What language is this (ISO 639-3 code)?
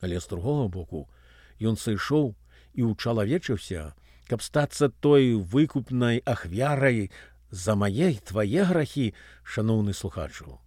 bel